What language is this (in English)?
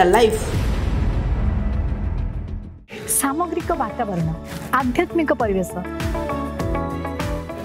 Odia